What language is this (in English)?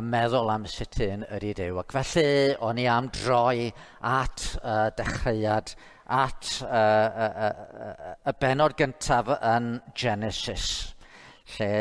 Welsh